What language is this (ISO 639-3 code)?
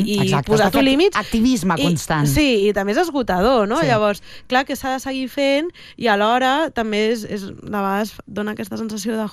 cat